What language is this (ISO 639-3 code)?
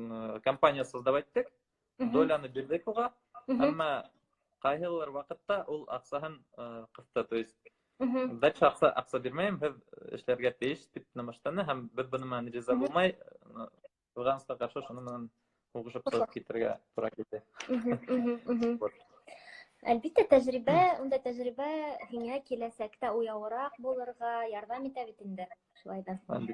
bak